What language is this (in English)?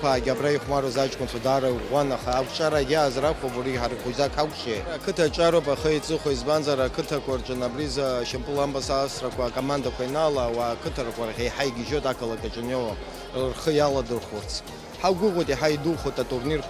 Abkhazian